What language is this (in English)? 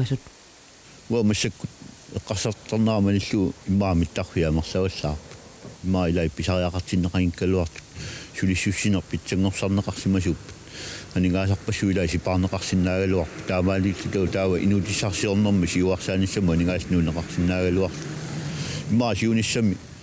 Kalaallisut